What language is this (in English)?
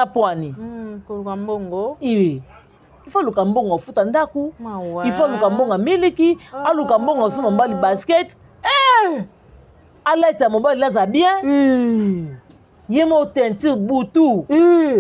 Lingala